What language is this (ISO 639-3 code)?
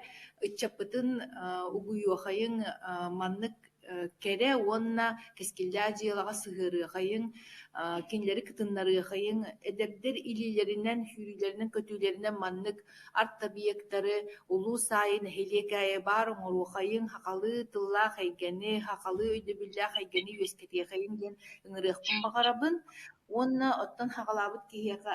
sah